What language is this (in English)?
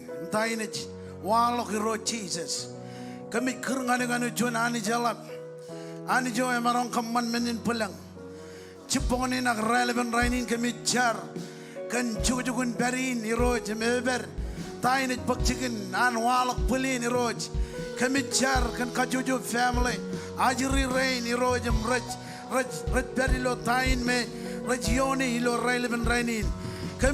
Marshallese